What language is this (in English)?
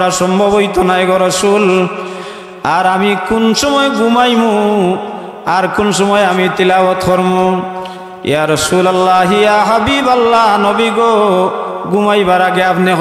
Sylheti